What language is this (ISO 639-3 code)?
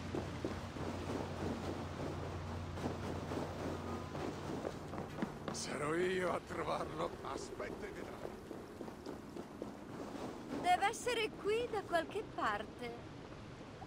ita